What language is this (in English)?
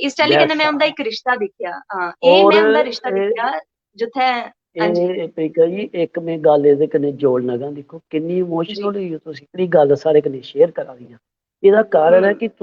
Dogri